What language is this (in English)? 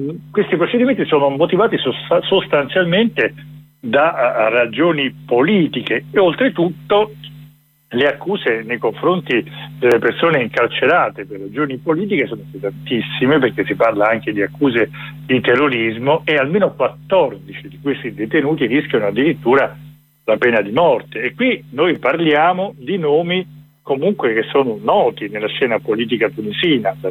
Italian